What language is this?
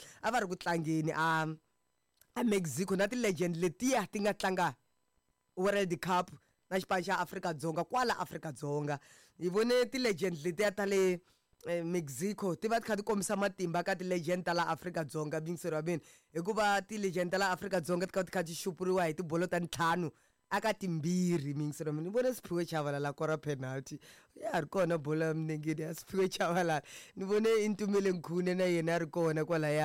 Tsonga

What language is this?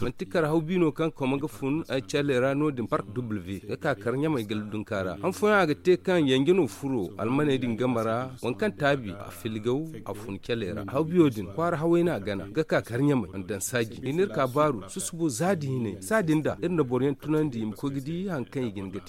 Zarma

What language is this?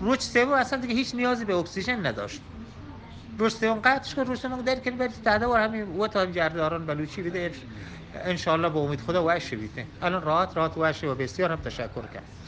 Eastern Balochi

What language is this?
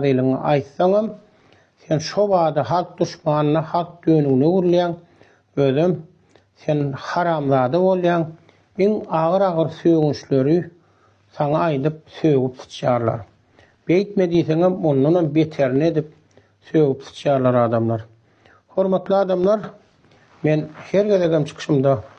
Turkmen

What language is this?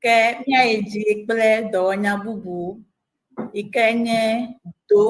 Ewe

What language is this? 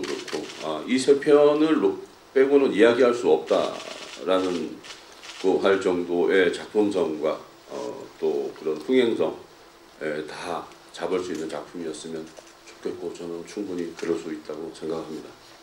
Korean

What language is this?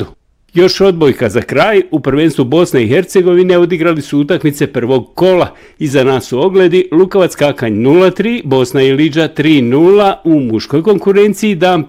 Bosnian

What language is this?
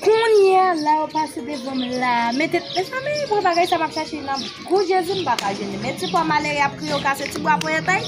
Haitian Creole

